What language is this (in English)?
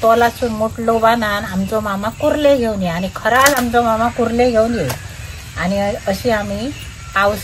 Konkani